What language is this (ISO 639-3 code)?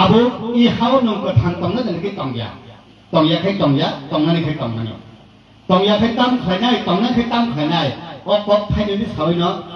trp